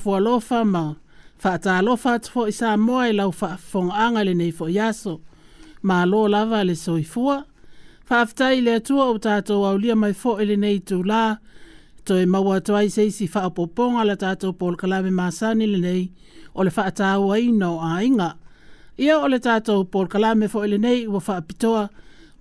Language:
Samoan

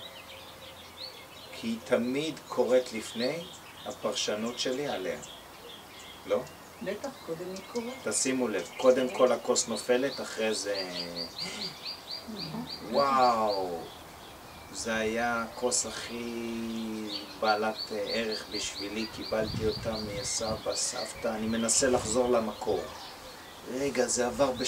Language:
Hebrew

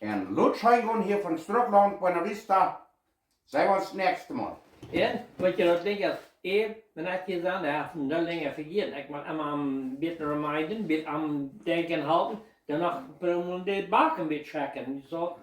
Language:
Plautdietsch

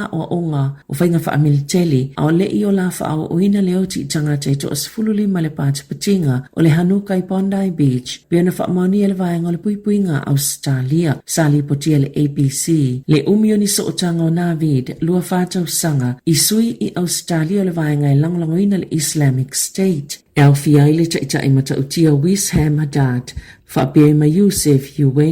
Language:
Samoan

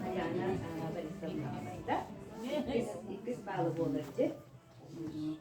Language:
Yakut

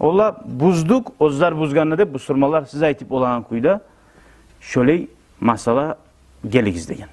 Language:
Kumyk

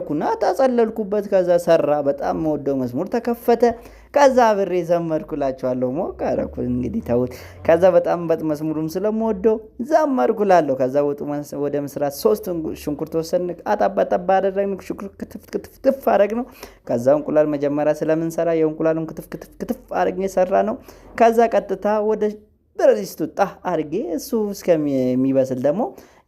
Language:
Amharic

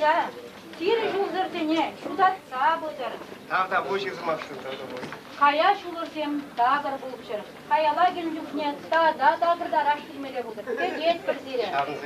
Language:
Chuvash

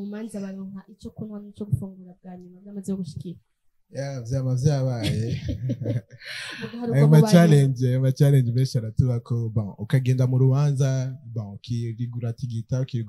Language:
Rundi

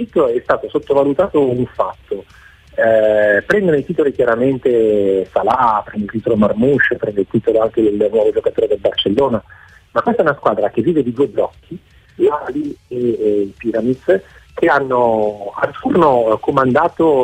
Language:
Italian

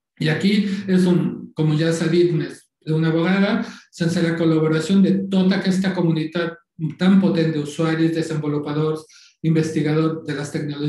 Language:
Catalan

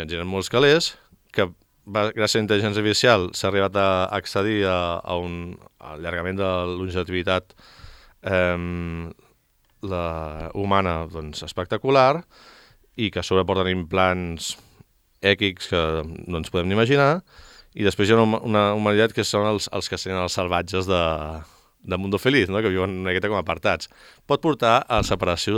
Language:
Catalan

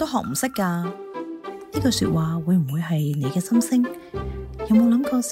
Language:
Cantonese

